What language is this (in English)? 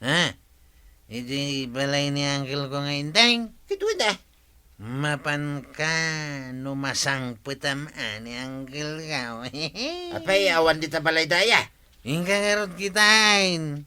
Iloko